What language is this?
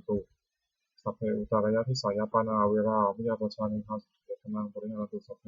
Pali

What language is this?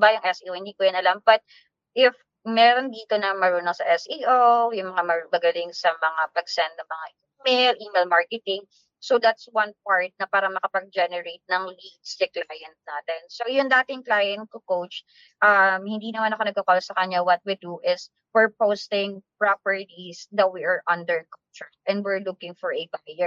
Filipino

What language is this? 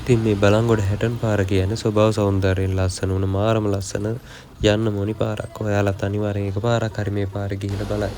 Sinhala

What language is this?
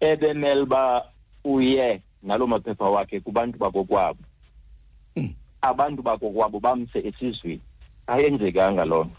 Xhosa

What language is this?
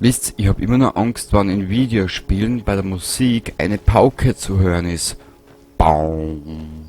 Bavarian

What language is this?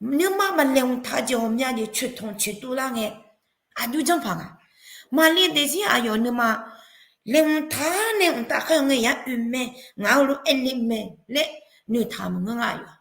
Akha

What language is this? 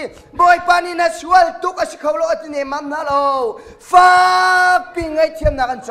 Hakha Chin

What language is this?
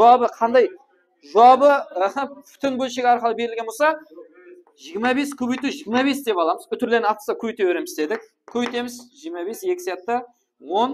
Kara-Kalpak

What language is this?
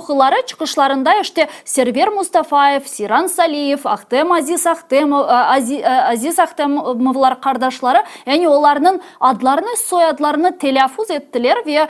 Crimean Tatar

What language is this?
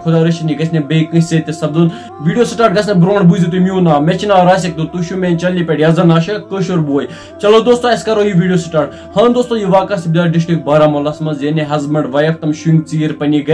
Kashmiri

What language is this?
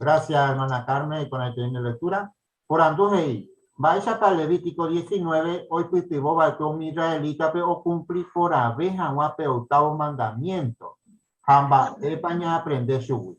Guarani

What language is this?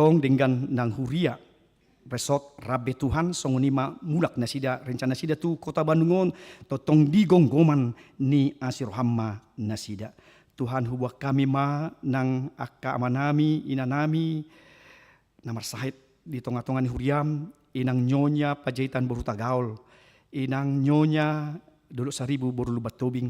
Batak Toba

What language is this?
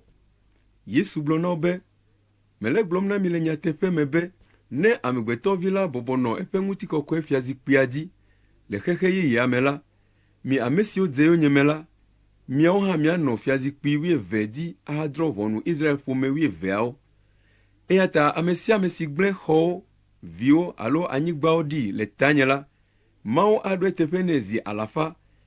Ewe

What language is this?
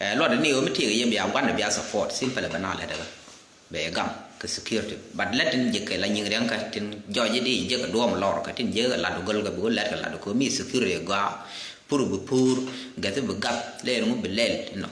Nuer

